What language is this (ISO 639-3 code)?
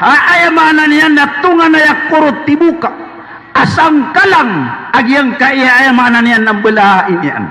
mrw